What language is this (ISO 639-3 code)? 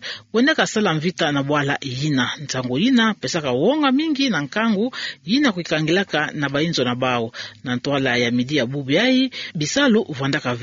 ktu